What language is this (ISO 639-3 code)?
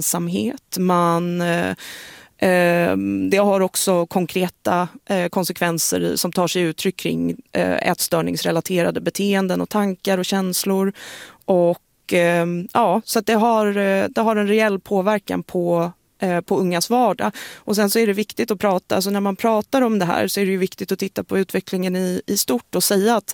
swe